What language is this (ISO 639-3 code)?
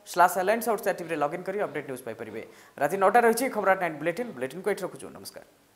ori